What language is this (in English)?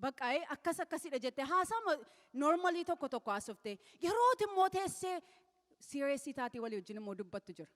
Oromo